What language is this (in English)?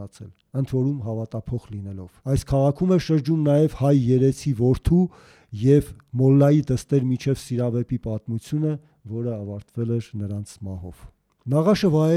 Armenian